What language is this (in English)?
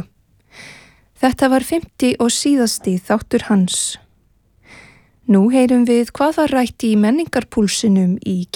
Icelandic